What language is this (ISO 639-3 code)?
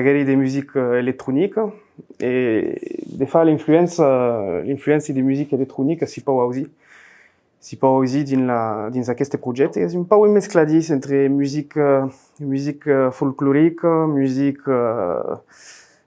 oci